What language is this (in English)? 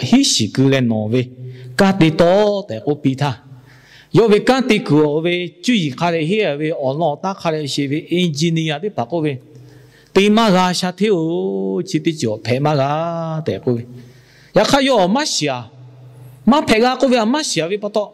Lahu